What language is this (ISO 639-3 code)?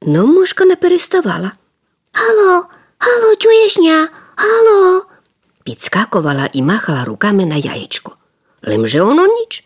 rue